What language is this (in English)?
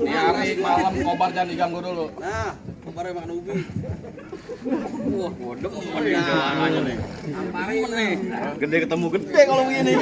Betawi